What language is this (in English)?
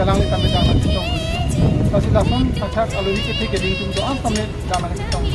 Karbi